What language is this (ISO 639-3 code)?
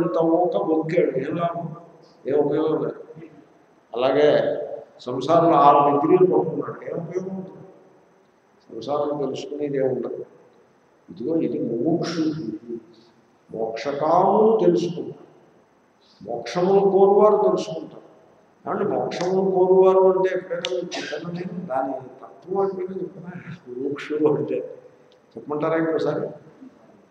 tel